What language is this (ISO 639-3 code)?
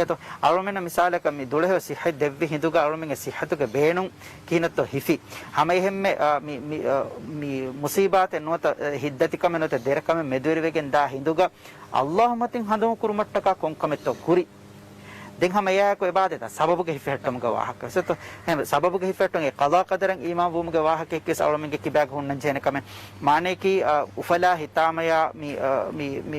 div